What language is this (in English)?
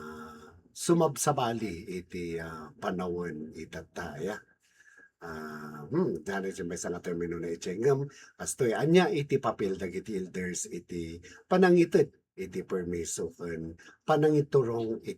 Iloko